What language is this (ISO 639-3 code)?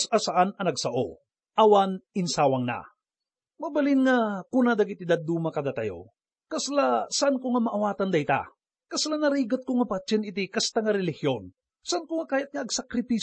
ilo